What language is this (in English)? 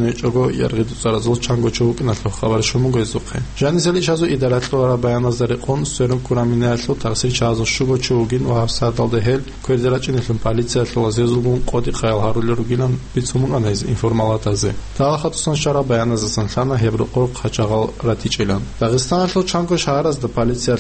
Avaric